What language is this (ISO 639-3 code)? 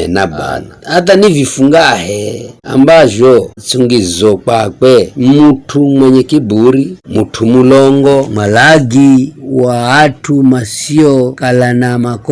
nyf